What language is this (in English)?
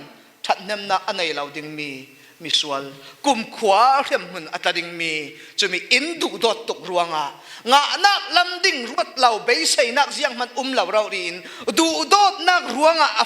Falam Chin